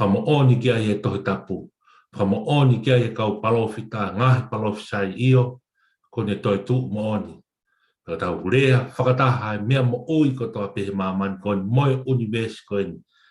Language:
Tongan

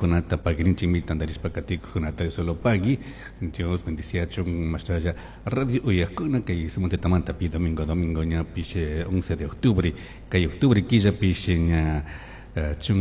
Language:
Chimborazo Highland Quichua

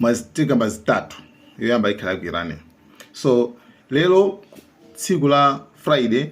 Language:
Nyanja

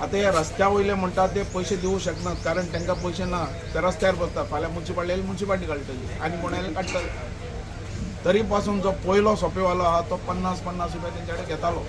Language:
Konkani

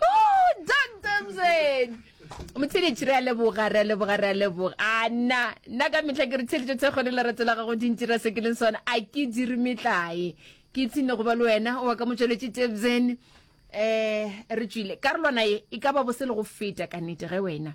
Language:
Northern Sotho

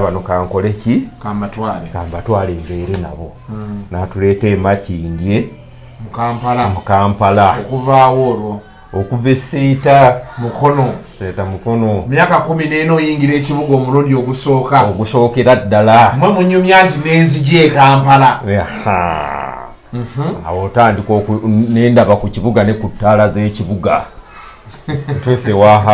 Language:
Ganda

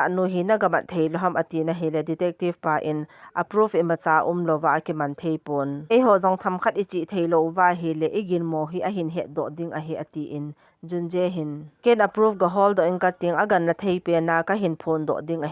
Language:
Thado Chin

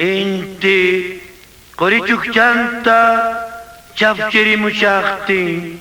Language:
Quechua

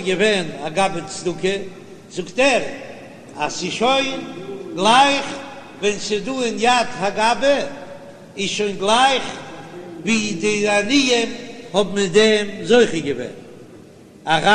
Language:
Yiddish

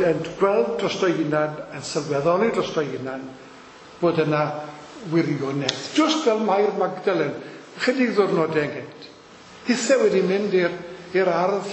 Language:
Welsh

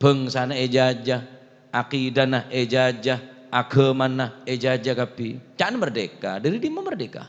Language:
Madurese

